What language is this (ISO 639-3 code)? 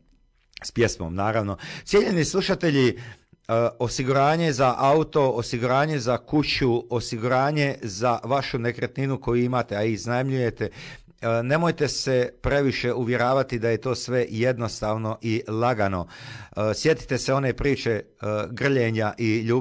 hrv